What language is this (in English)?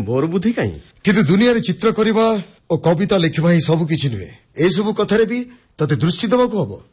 Odia